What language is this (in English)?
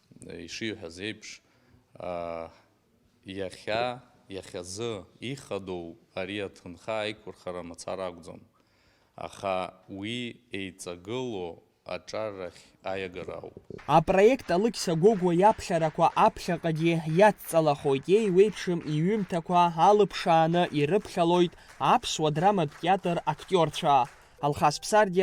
Abkhazian